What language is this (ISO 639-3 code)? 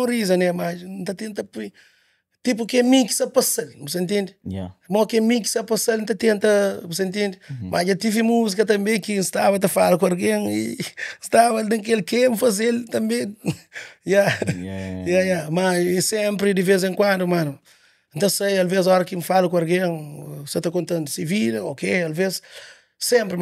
kea